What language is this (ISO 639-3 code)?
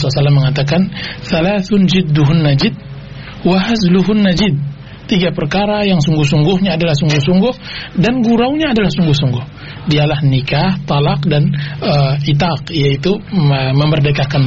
ind